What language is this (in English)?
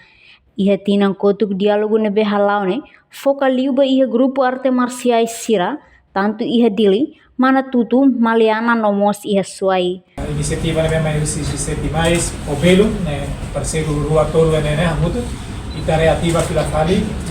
Tetum